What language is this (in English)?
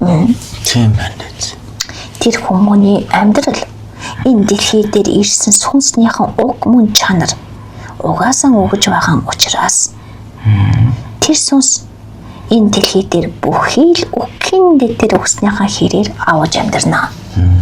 Mongolian